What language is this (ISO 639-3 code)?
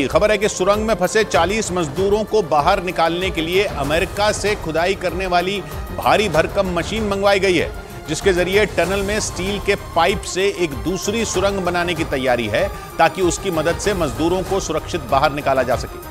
hin